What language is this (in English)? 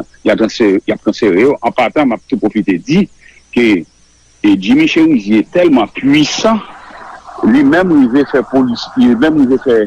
Haitian Creole